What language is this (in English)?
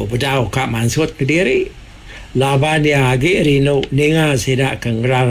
Iban